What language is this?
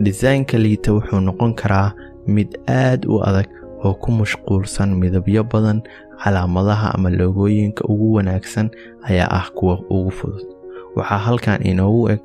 Somali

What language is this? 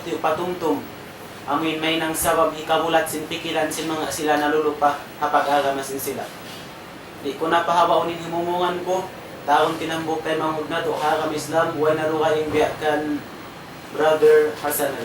Tausug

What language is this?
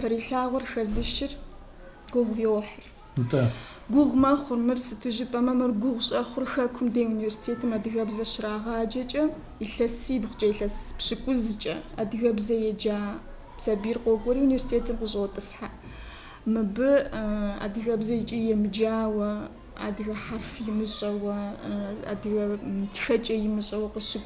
Kabardian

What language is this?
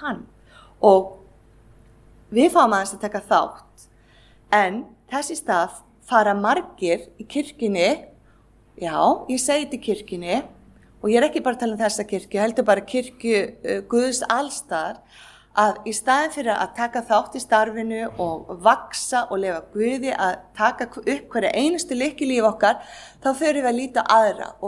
Icelandic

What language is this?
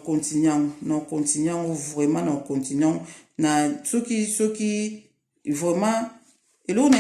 Lingala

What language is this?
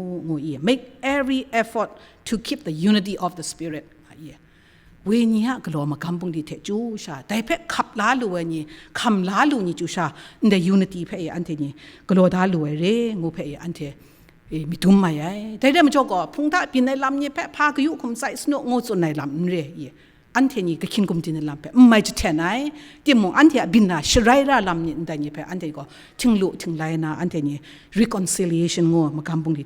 Kachin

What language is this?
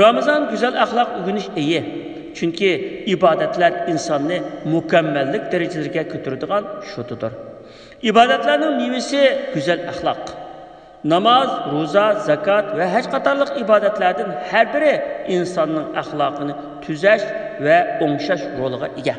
Uyghur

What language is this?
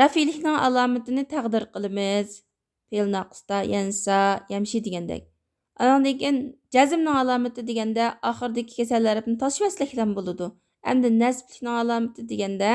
Uyghur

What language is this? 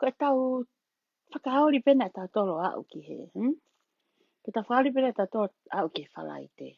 Tongan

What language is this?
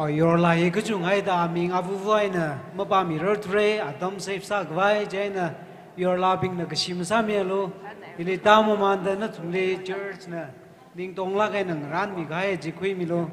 Tangkhul Naga (India)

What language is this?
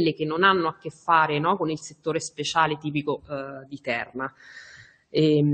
Italian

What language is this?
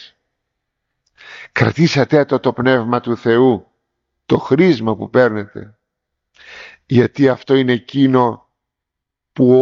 Greek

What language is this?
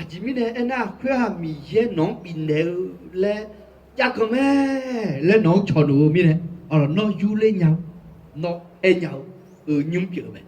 Akha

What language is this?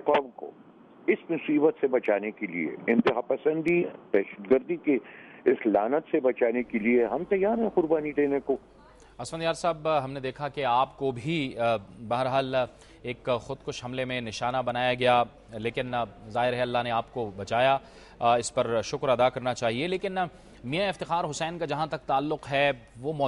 Urdu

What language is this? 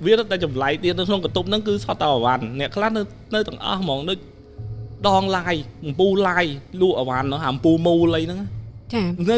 Khmer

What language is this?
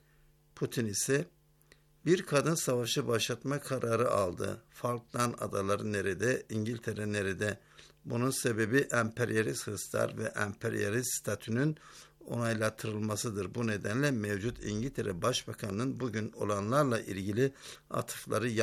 Turkish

